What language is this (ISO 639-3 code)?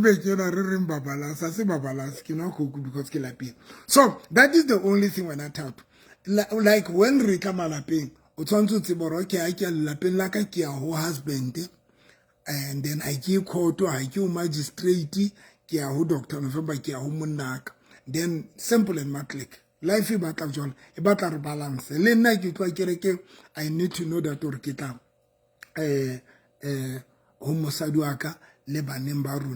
sot